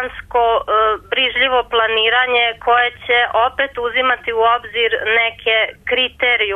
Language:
Serbian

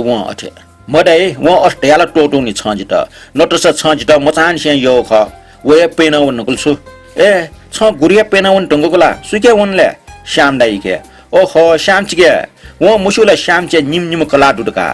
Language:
Newari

